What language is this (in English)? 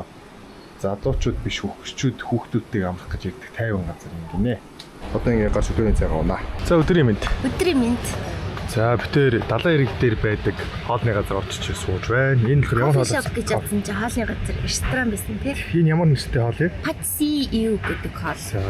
Mongolian